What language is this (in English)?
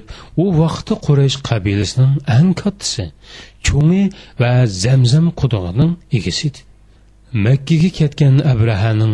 Uyghur